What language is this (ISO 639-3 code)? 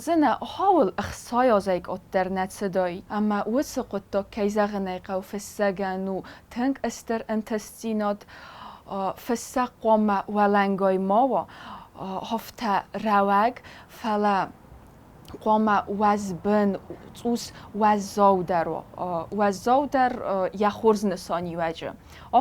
oss